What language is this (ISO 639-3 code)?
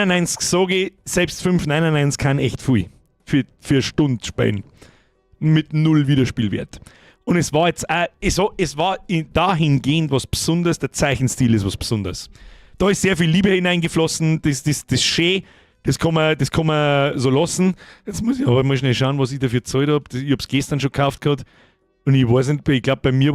bar